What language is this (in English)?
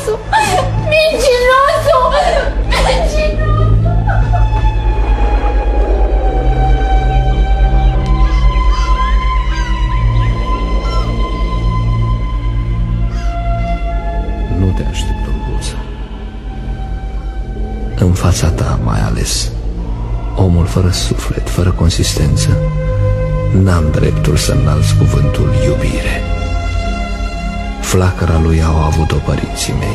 Romanian